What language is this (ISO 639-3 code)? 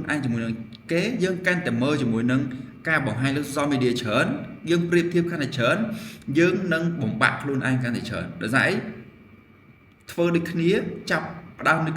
khm